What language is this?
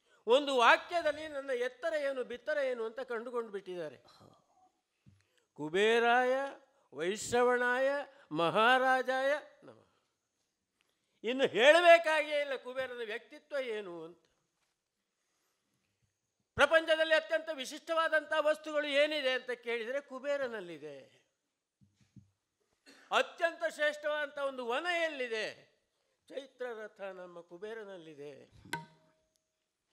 Kannada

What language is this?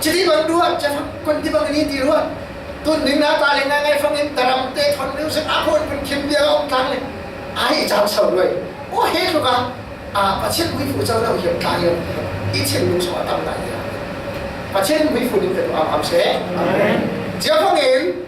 Falam Chin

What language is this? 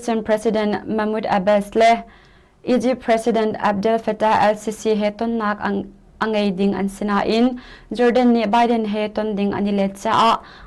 Hakha Chin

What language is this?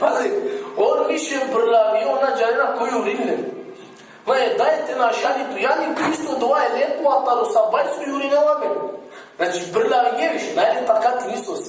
Balkan Romani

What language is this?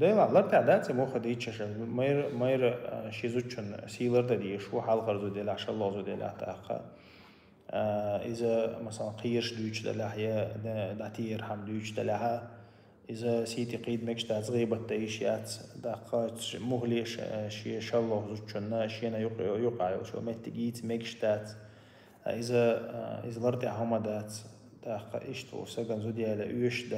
Chechen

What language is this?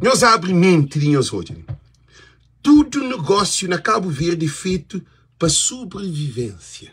Kabuverdianu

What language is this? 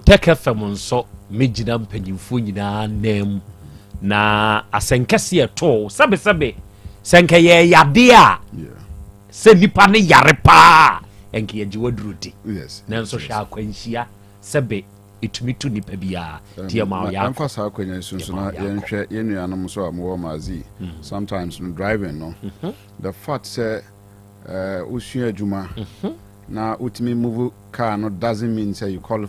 Akan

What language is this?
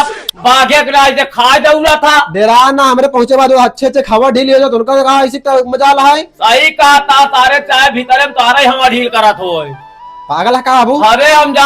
Awadhi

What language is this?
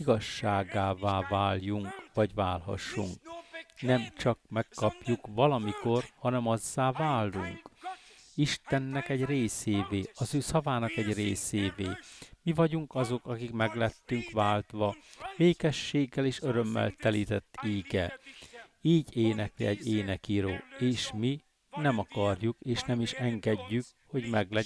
Hungarian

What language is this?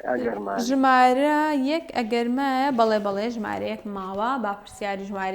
Central Kurdish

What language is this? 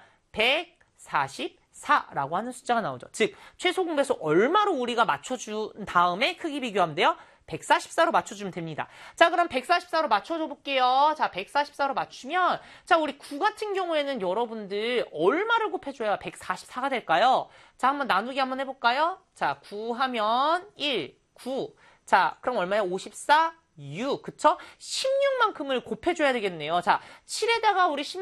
Korean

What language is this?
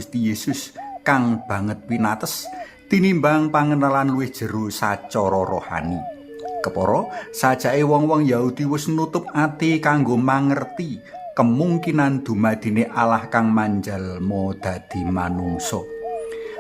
Javanese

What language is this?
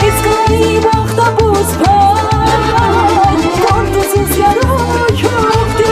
Tabassaran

